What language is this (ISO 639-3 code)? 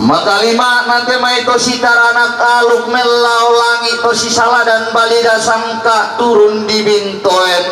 sda